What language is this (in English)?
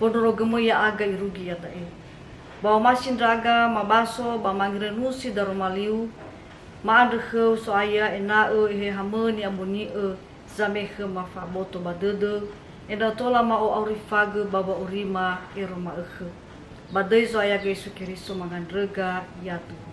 Nias